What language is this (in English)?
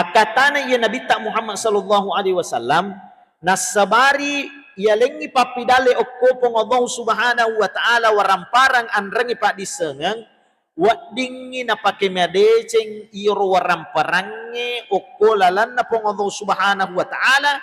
Buginese